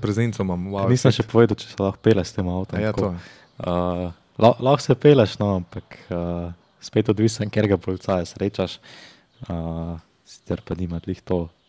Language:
Slovenian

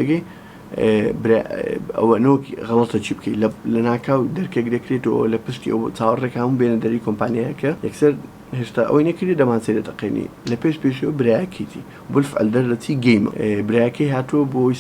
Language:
Central Kurdish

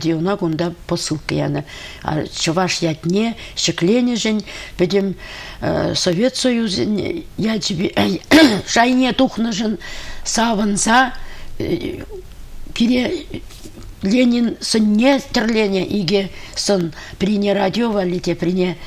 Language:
Chuvash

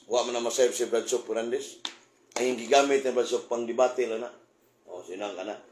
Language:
Cebuano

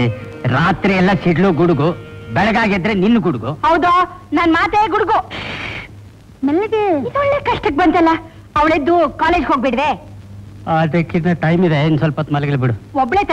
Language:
Kannada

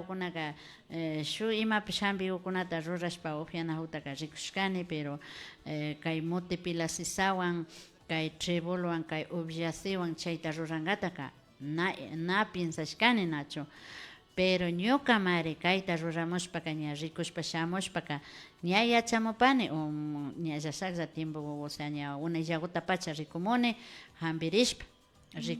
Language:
Imbabura Highland Quichua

